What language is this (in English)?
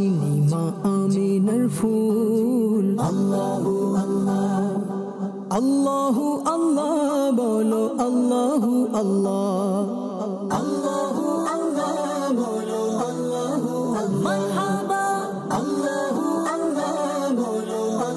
Bangla